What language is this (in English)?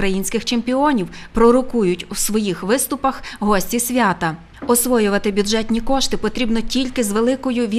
Ukrainian